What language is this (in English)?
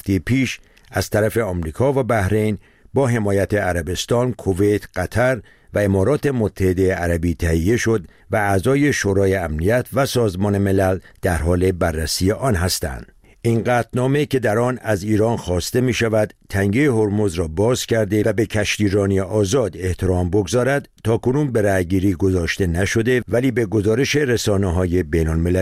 Persian